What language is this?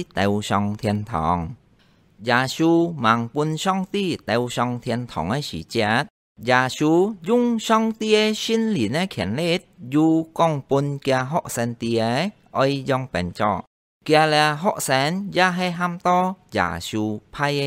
Hakka Chinese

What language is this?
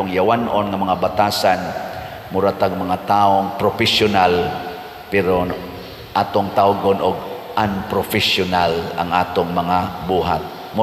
Cebuano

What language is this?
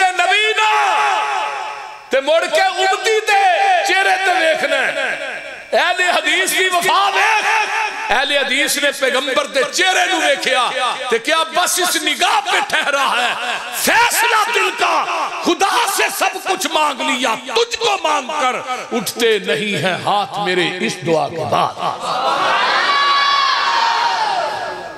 Western Panjabi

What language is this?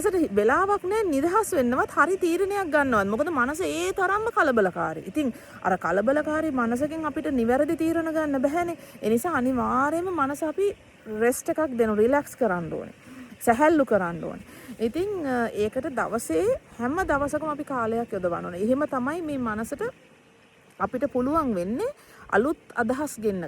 Sinhala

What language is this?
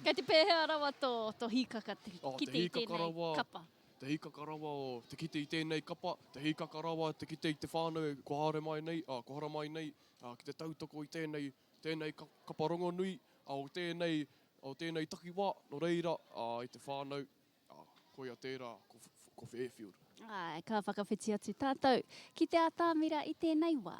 Māori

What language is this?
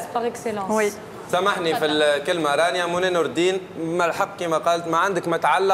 Tunisian Arabic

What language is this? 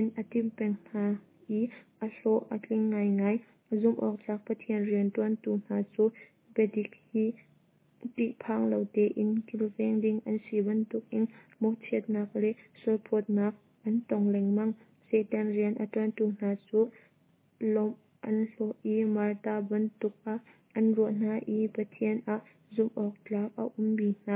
Hakha Chin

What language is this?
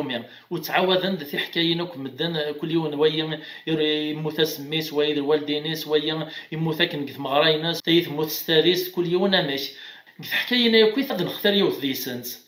Kabyle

